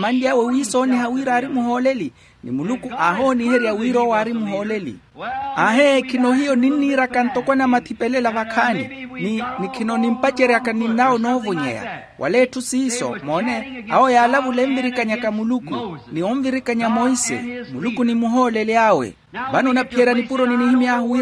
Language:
Makhuwa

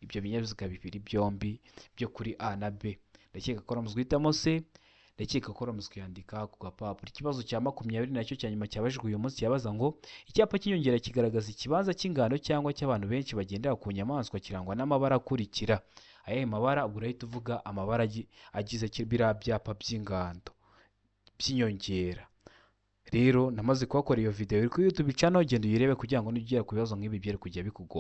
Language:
Kinyarwanda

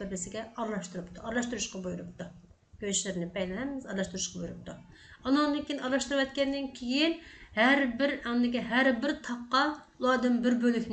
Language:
Uyghur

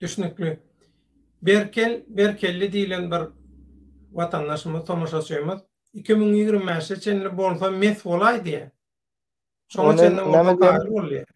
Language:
Turkmen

